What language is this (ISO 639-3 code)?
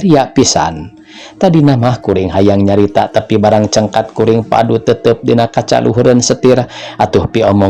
sun